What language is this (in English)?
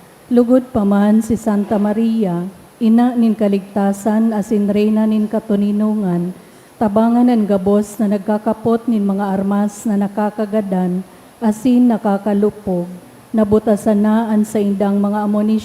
Bikol